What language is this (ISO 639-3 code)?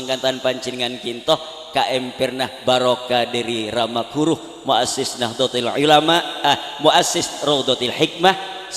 mad